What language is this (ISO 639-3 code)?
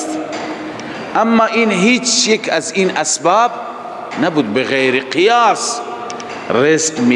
fas